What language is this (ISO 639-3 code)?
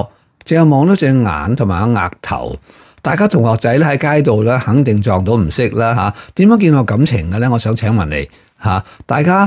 yue